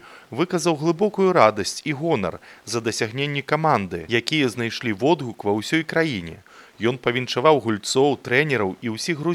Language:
Belarusian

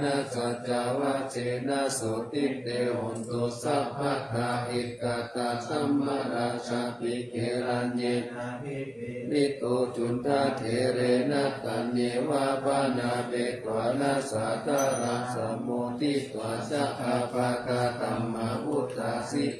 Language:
Pali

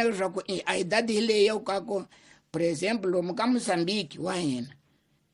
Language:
Tsonga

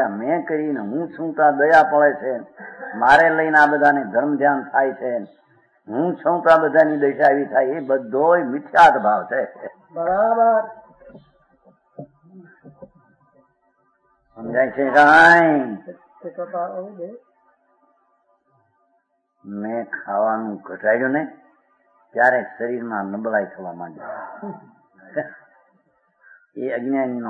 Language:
Gujarati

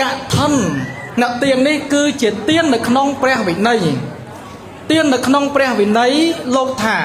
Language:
Khmer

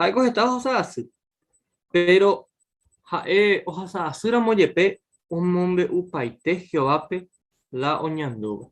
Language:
Guarani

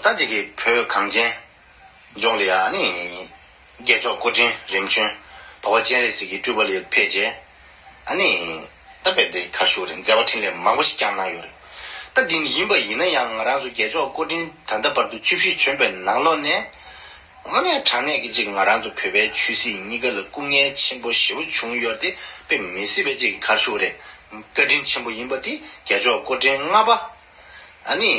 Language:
Tibetan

